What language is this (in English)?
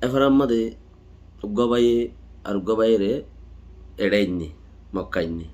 Rohingya